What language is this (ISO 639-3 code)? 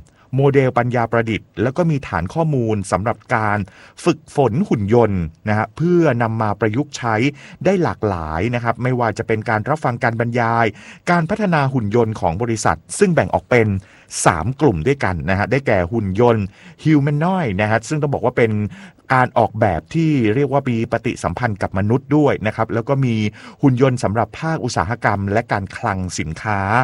tha